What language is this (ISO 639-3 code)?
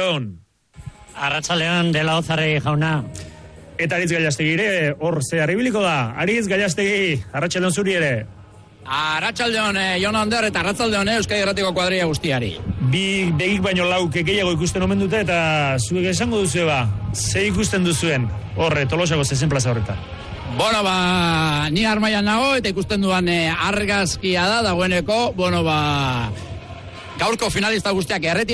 eus